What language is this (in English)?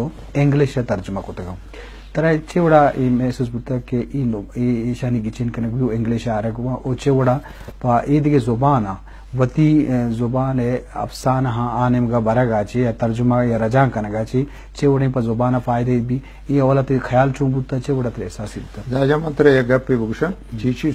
Eastern Balochi